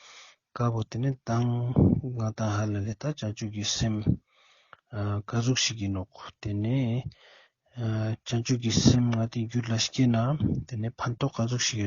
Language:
Ladakhi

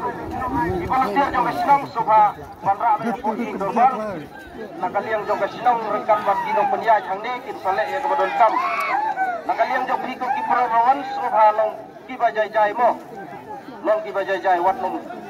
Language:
Khasi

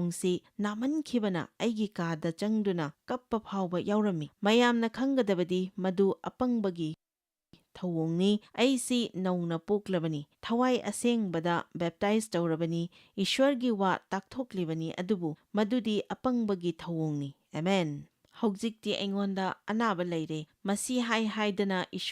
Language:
Manipuri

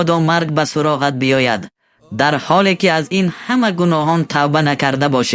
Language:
Tajik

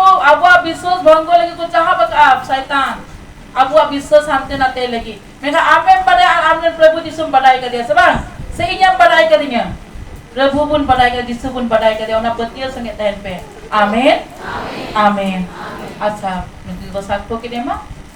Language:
Santali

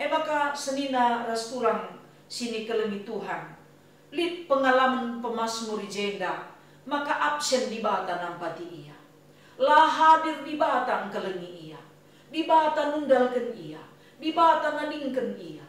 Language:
Batak Karo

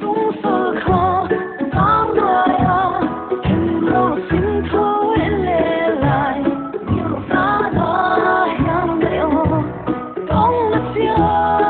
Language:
Paite Chin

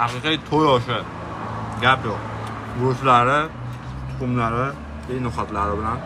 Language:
Uzbek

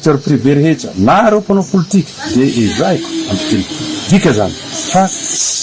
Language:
Malagasy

